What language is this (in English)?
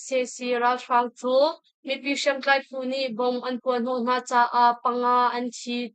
Hakha Chin